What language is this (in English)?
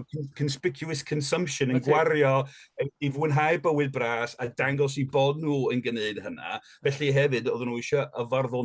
Welsh